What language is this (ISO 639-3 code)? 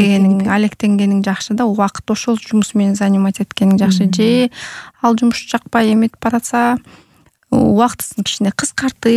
kir